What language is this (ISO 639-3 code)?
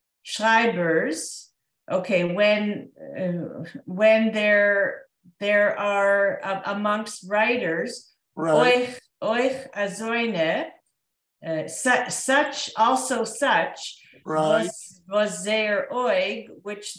yid